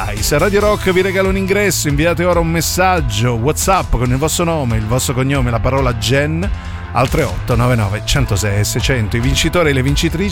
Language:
Italian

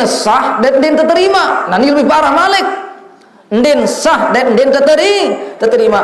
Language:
Sasak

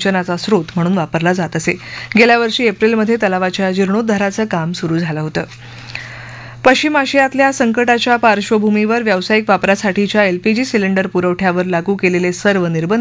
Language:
Marathi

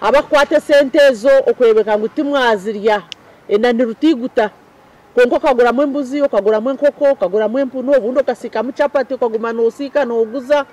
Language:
Nyankole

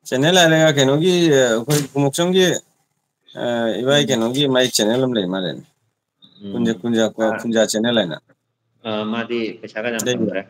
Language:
Manipuri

